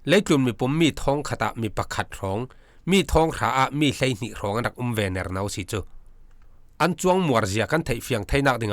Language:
Falam Chin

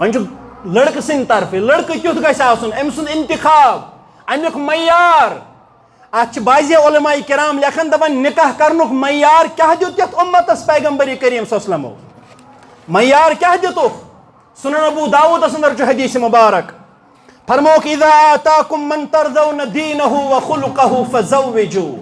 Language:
Kashmiri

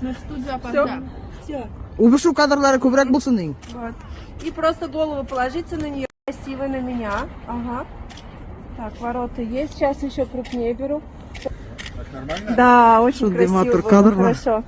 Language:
Tatar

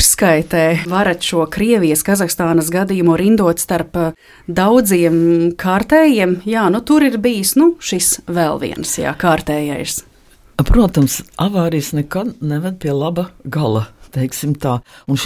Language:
Latvian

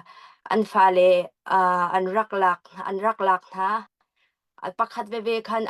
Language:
Hakha Chin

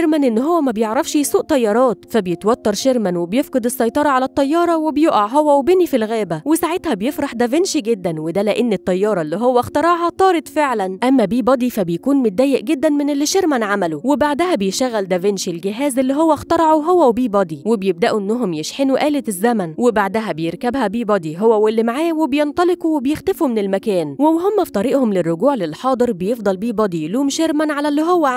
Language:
Egyptian Arabic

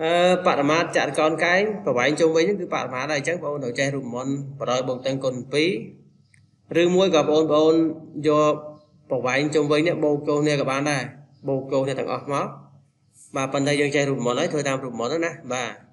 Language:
Khmer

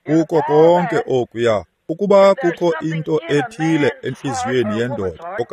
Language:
Xhosa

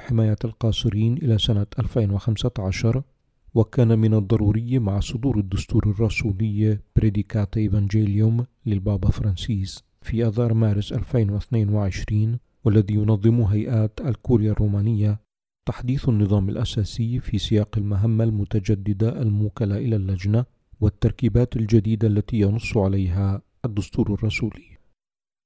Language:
Arabic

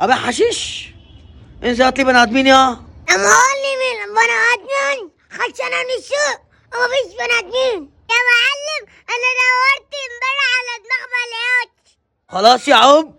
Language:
Egyptian Arabic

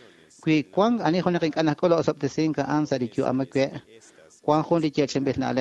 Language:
Kekchí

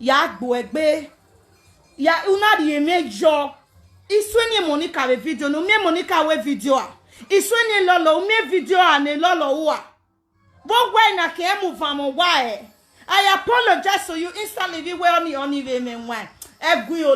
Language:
Nigerian Pidgin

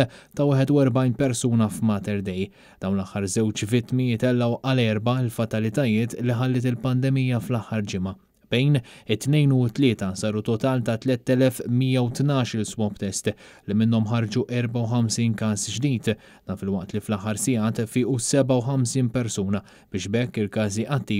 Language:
Maltese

